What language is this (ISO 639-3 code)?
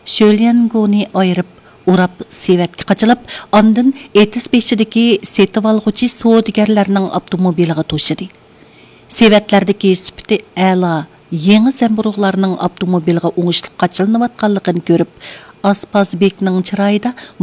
uig